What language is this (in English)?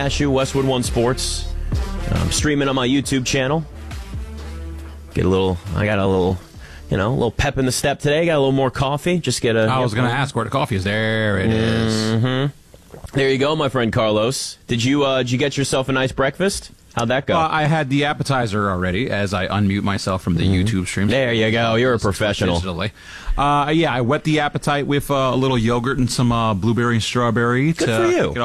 English